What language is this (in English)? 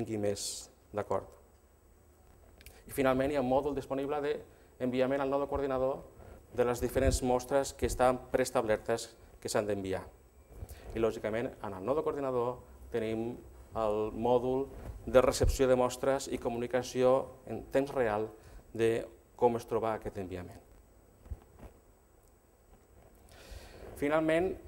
Catalan